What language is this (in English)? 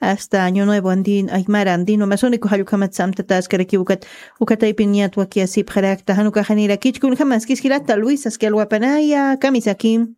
Aymara